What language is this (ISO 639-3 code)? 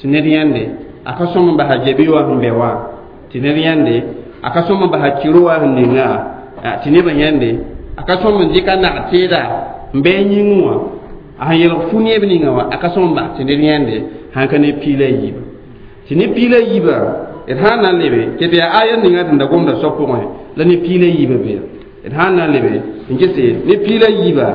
mos